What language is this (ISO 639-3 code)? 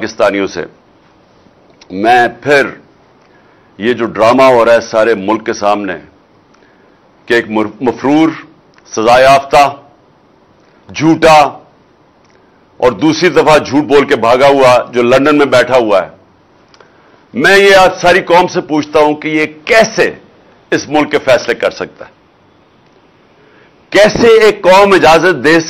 urd